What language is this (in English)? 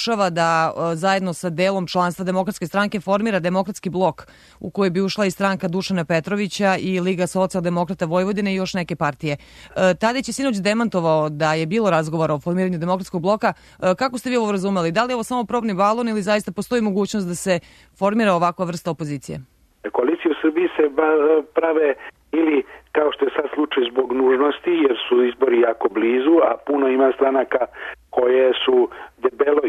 Serbian